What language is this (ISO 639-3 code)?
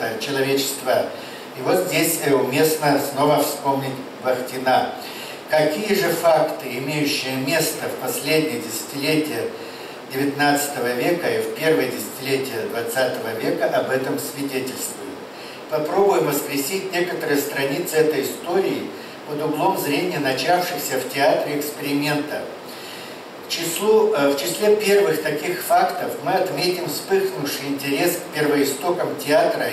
rus